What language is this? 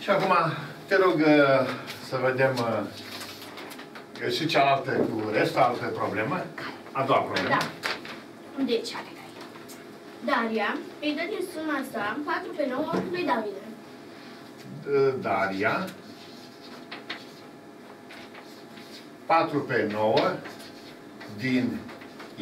Romanian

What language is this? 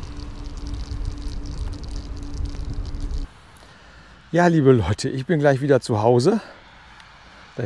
German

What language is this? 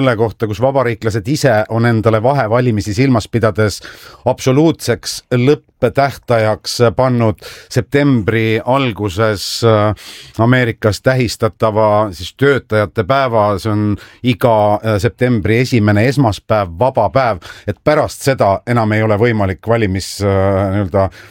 Estonian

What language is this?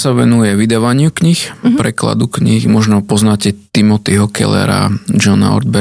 Slovak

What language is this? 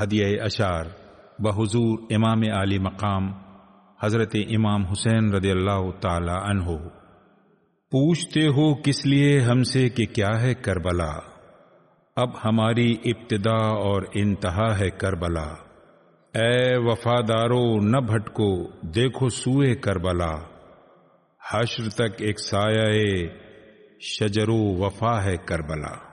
Urdu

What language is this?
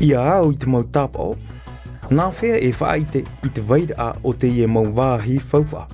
Tahitian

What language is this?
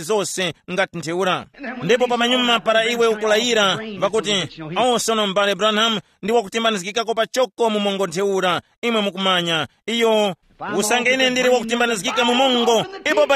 Tumbuka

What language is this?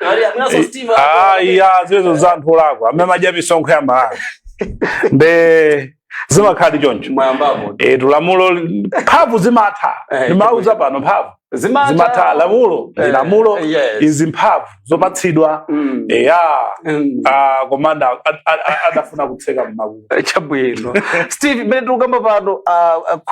Nyanja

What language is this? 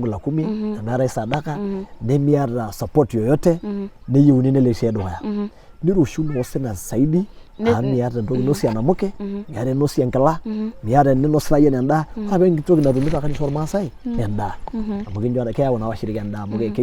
Masai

